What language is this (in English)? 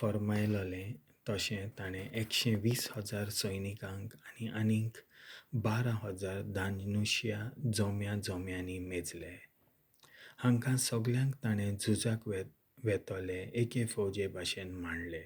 Konkani